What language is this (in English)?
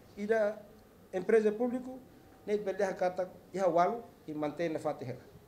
Tetum